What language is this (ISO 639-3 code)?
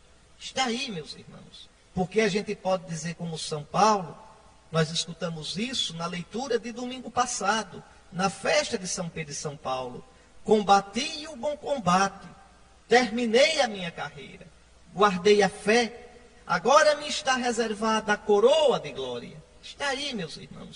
por